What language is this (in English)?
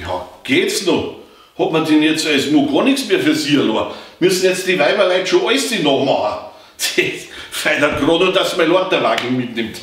Bavarian